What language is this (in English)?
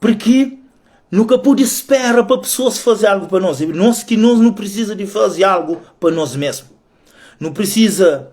Kabuverdianu